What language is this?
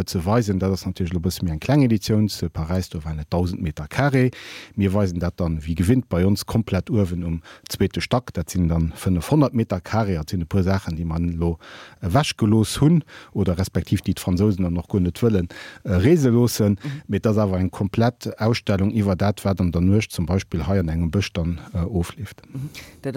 Luxembourgish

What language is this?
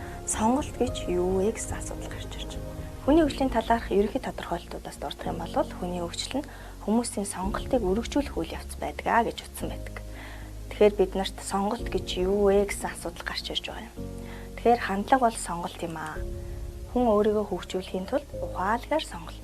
Mongolian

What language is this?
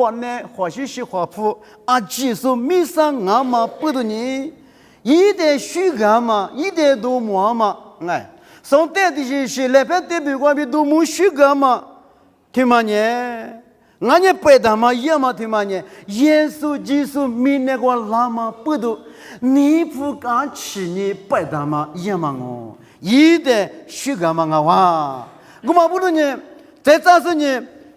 Lisu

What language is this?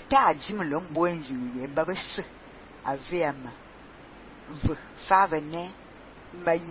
Fang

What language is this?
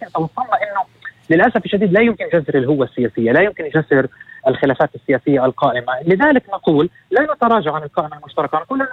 North Levantine Arabic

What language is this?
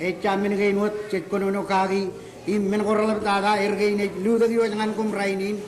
Marshallese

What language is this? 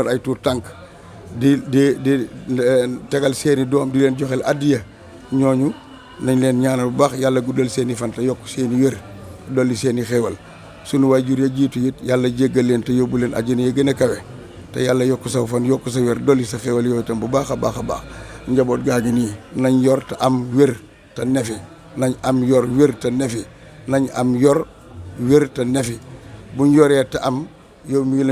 Wolof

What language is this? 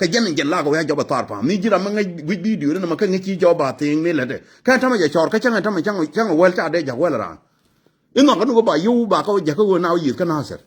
Nuer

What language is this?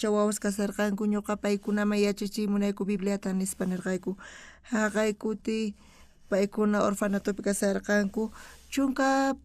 South Bolivian Quechua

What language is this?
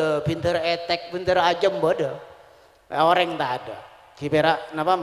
Madurese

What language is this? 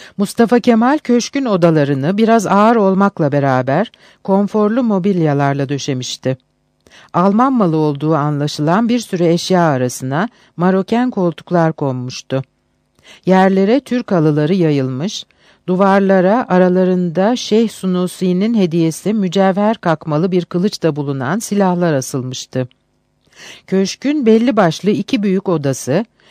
Turkish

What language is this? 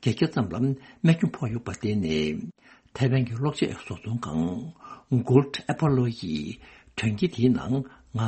Tibetan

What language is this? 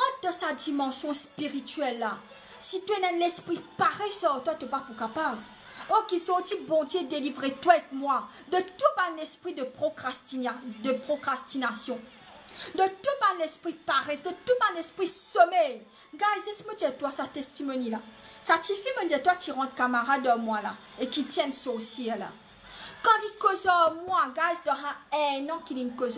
Morisyen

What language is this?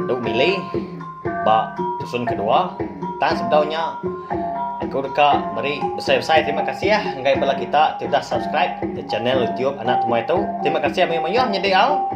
Iban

